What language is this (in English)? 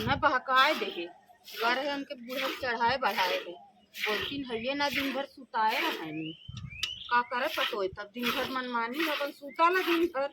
Awadhi